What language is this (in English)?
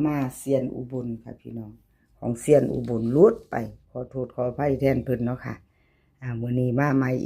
Northeastern Thai